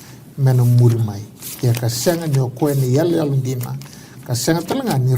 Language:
Fijian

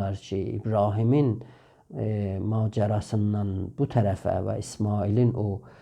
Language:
South Azerbaijani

